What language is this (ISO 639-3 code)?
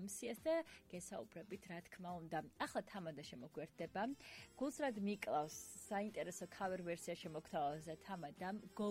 kat